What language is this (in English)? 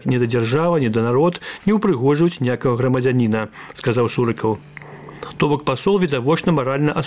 Belarusian